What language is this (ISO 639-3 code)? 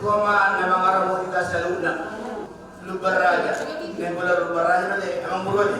bbc